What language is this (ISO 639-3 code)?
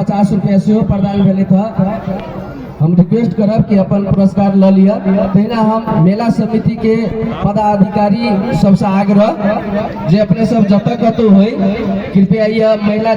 mai